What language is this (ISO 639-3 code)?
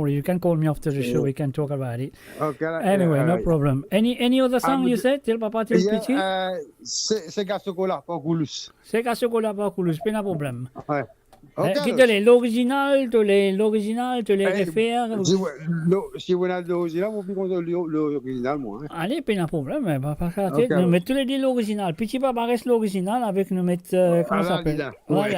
mfe